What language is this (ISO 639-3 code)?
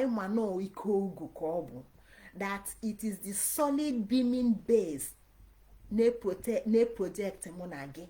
ibo